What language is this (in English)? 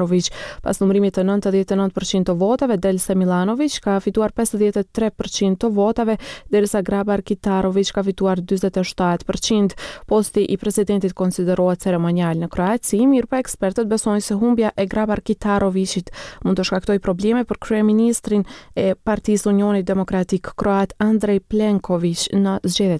Albanian